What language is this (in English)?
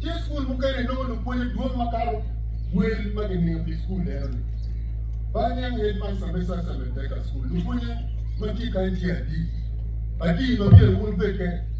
Acoli